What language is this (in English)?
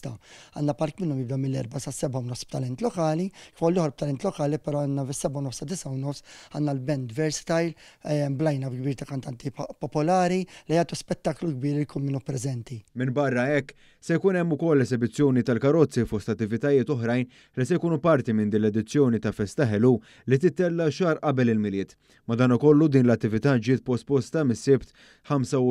Maltese